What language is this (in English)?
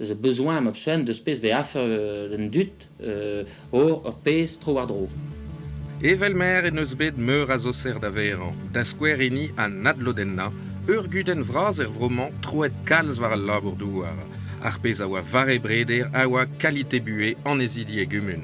Breton